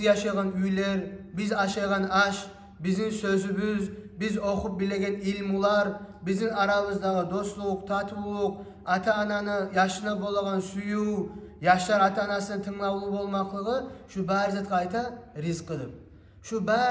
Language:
Kumyk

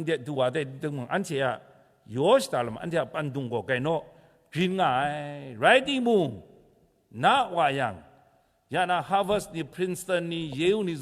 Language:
Kachin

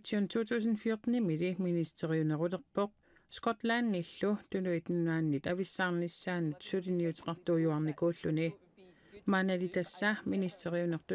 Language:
Kalaallisut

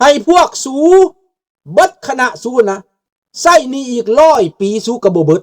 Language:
Lao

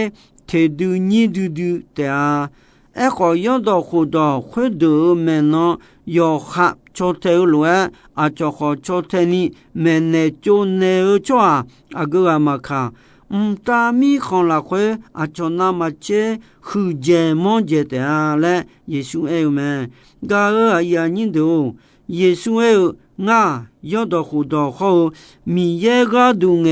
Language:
Akha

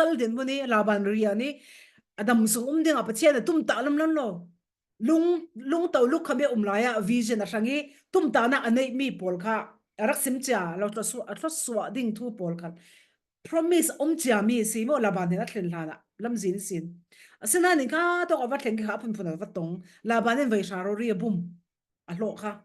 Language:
Falam Chin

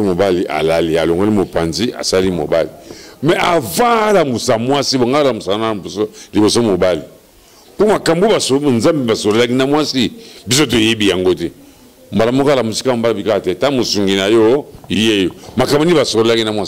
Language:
Lingala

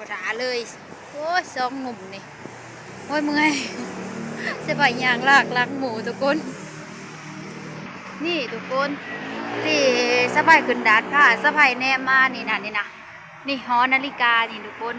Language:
Lao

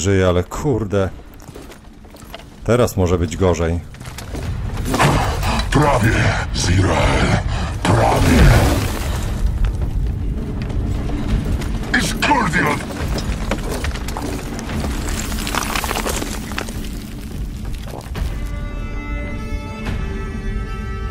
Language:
Polish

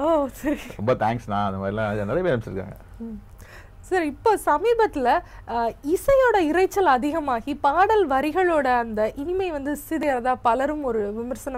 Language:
Tamil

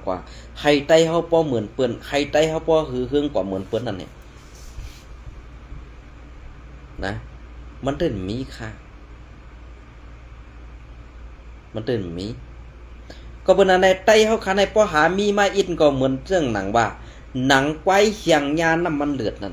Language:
Shan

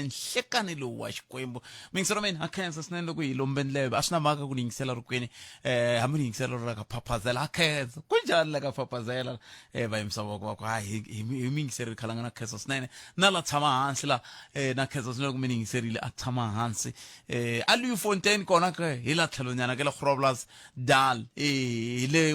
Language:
Tsonga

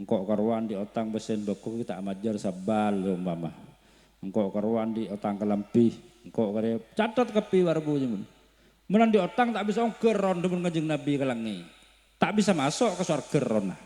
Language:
Madurese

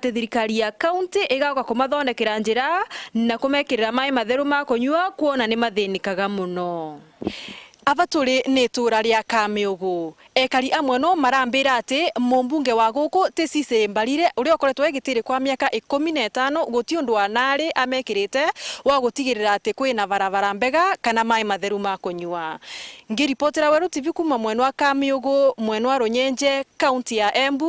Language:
Meru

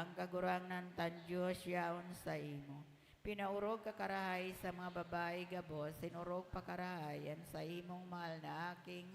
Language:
Bikol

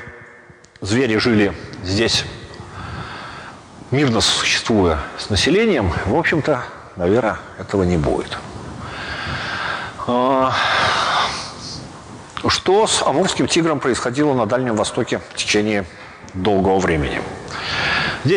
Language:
Russian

